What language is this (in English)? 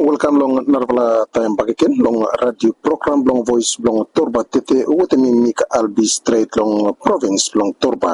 Bislama